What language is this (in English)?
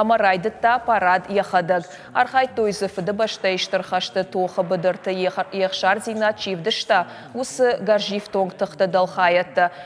Ossetic